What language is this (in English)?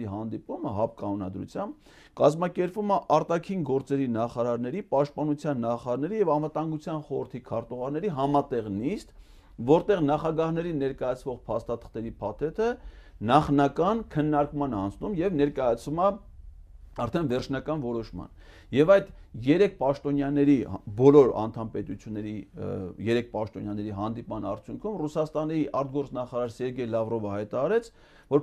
Armenian